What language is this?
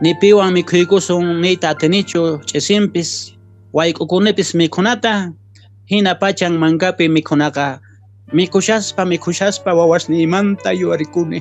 Quechua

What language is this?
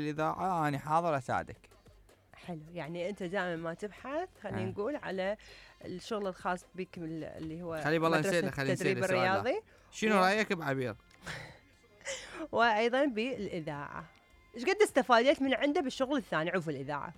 Mesopotamian Arabic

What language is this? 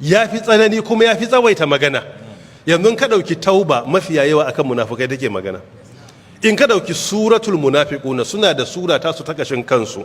Hausa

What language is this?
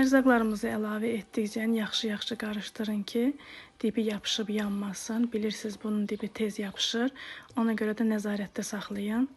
Azerbaijani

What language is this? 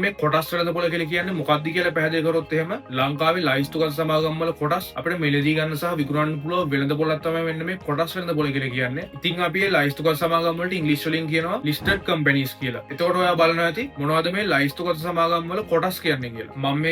Sinhala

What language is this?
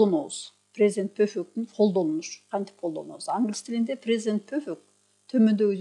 Kyrgyz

